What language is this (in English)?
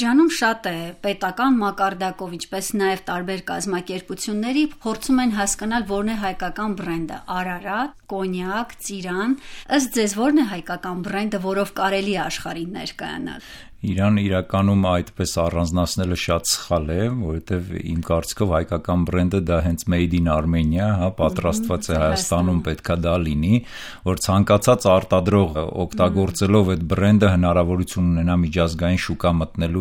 Armenian